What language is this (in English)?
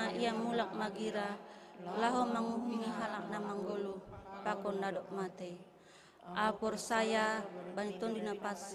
Batak Simalungun